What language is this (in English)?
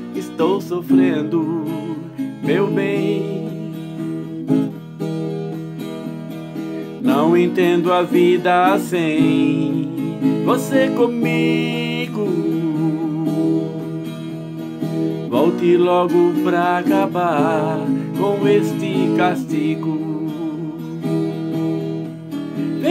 Portuguese